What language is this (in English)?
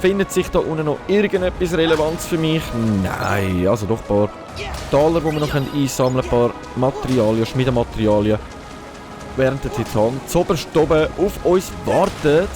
Swiss German